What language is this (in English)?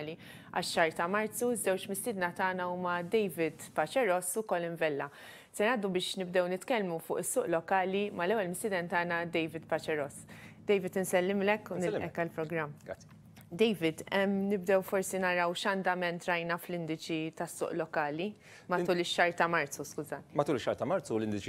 Maltese